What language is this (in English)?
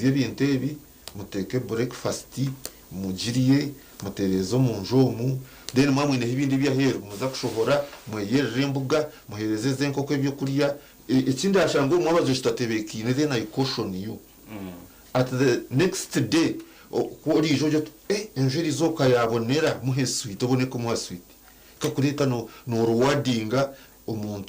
Nyankole